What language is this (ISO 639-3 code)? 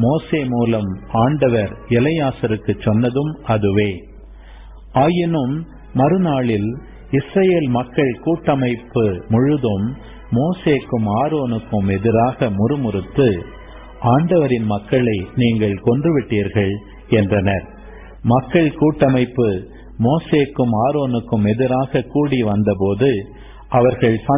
tam